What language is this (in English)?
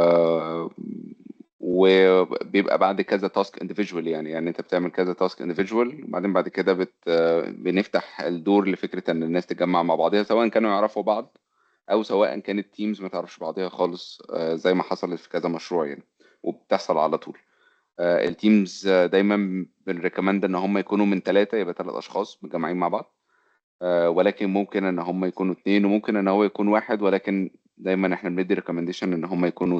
Egyptian Arabic